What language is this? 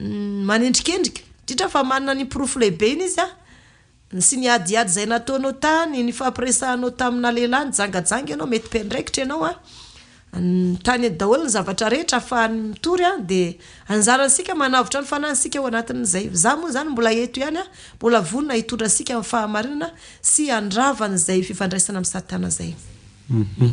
Malagasy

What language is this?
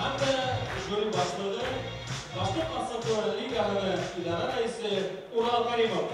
Bashkir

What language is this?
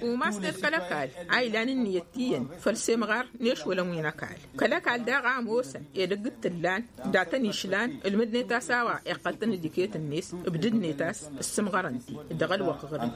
Tamasheq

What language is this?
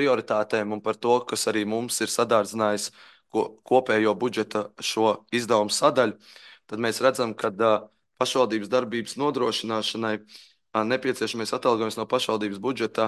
Latvian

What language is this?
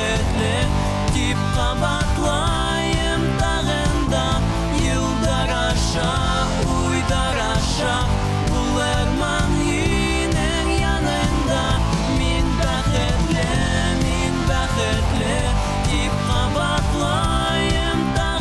Bashkir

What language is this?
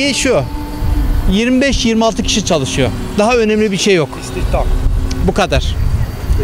Turkish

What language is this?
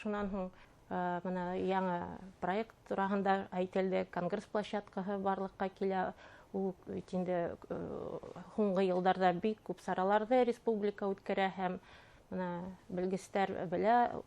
Bashkir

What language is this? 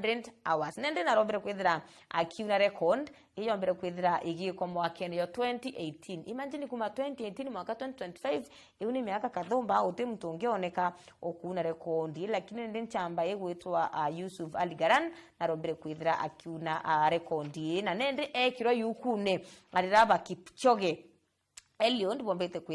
Meru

